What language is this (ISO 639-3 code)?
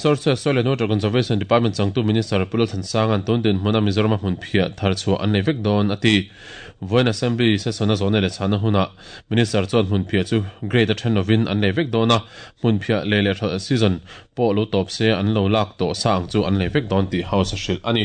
lus